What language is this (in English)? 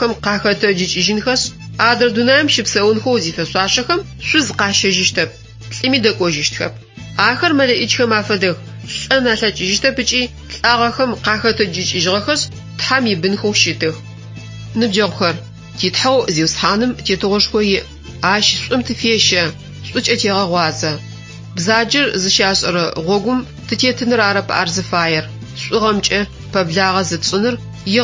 Adyghe